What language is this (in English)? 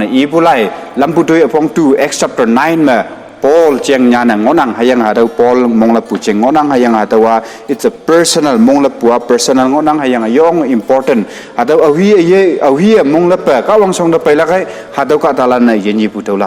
Konyak Naga